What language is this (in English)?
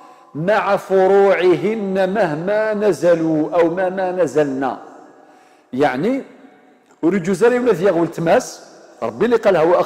Algerian Arabic